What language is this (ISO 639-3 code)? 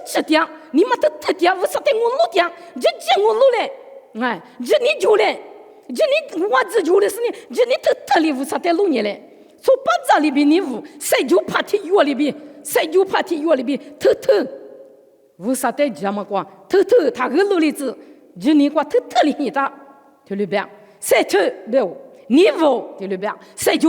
lis